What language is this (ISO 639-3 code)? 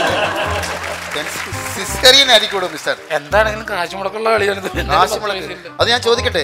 mal